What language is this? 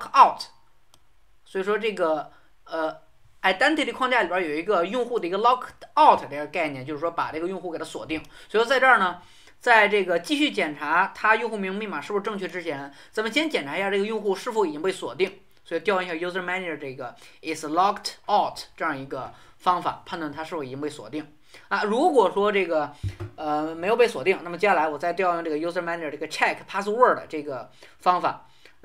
Chinese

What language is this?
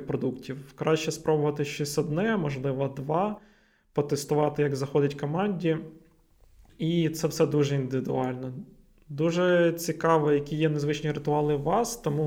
Ukrainian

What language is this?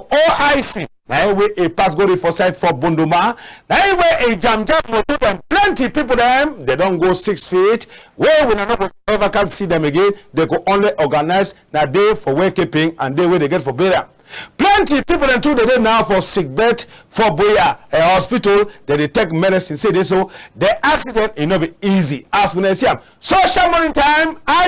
Cameroon Pidgin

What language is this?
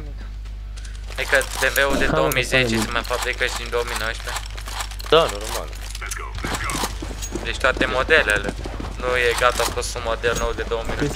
Romanian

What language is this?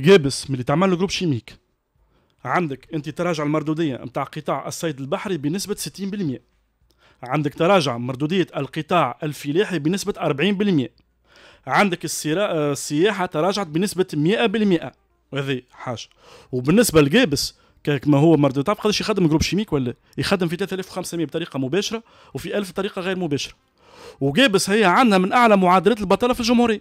Tunisian Arabic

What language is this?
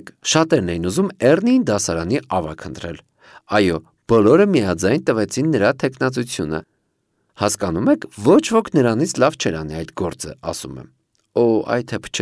Armenian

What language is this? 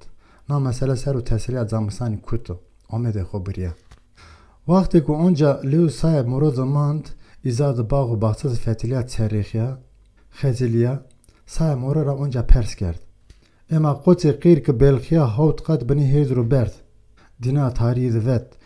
Zaza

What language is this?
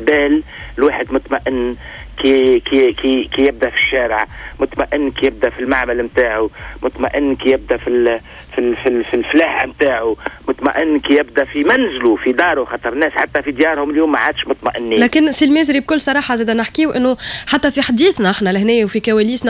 Tunisian Arabic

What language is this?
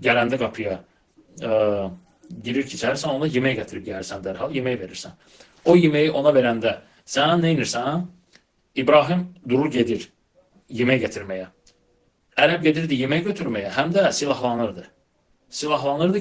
Azerbaijani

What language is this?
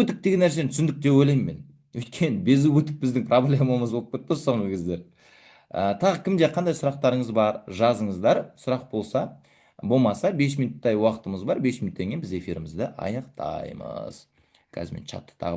Kazakh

